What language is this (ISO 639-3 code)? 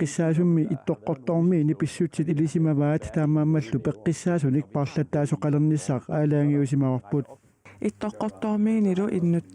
kal